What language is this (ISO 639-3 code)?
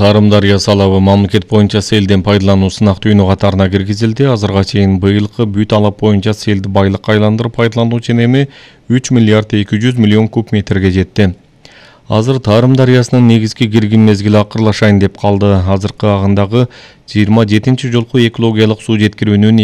kir